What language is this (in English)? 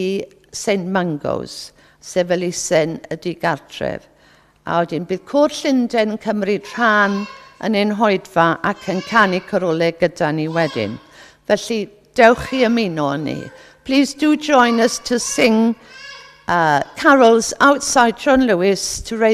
Welsh